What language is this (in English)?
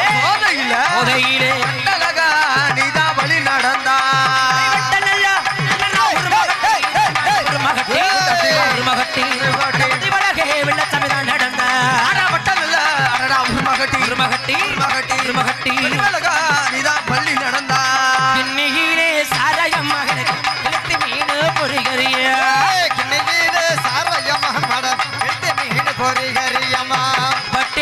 Tamil